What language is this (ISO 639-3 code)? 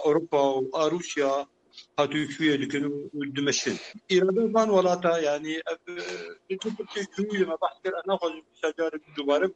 kur